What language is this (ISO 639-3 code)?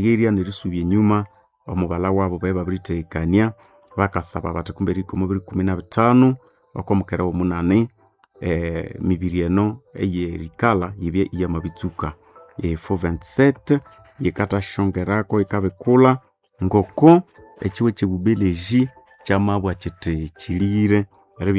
nnb